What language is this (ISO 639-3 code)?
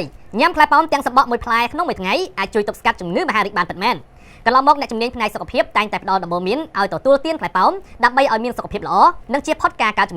khm